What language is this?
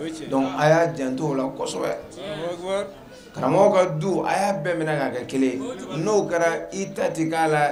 Bambara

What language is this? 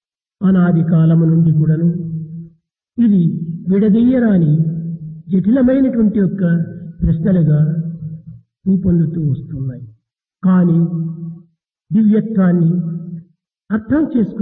Telugu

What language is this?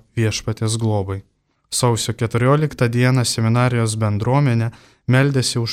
Lithuanian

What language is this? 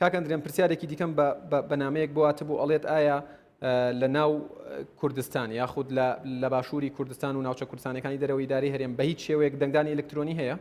Central Kurdish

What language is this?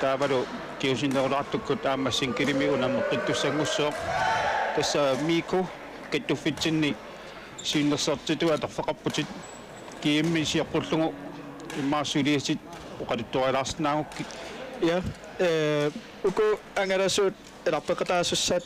Kalaallisut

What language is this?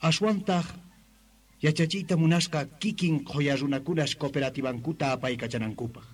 South Bolivian Quechua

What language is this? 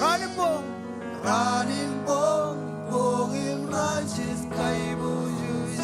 Marshallese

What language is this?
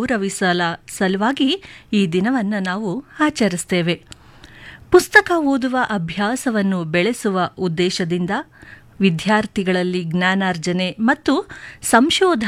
Kannada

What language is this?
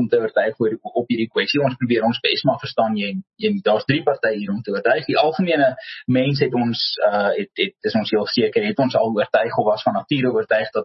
Afrikaans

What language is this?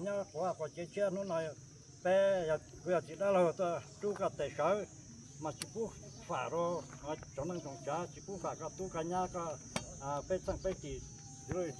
Hmong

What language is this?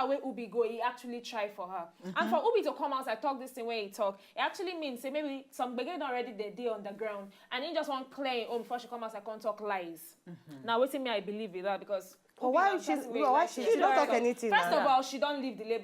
Nigerian Pidgin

